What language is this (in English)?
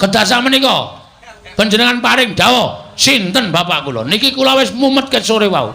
Javanese